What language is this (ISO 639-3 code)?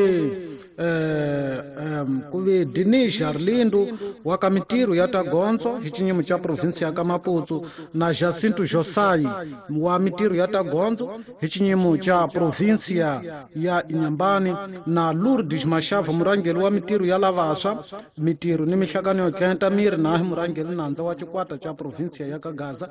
tso